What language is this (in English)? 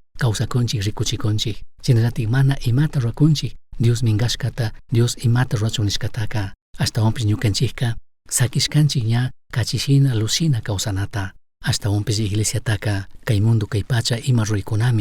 Chimborazo Highland Quichua